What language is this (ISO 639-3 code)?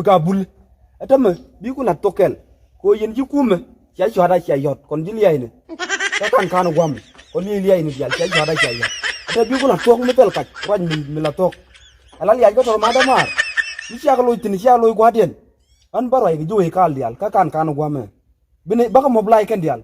nus